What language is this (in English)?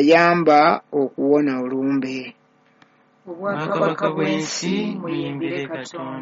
Ganda